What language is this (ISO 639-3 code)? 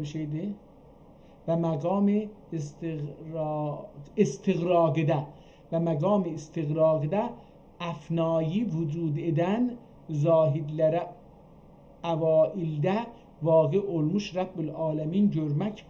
azb